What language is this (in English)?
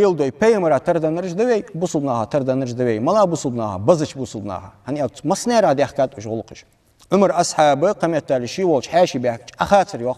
Ingush